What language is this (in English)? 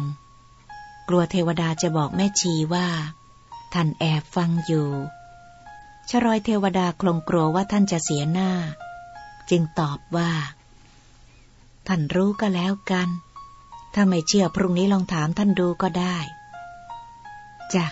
Thai